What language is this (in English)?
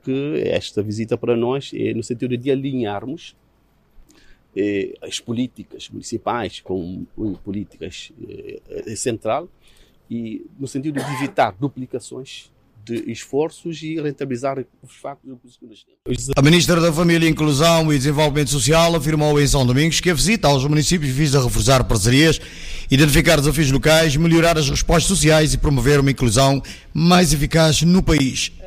Portuguese